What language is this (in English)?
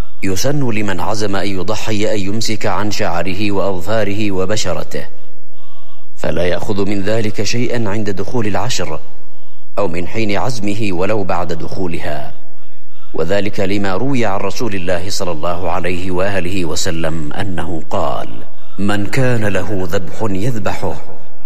Arabic